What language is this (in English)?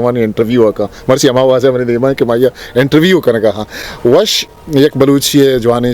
Eastern Balochi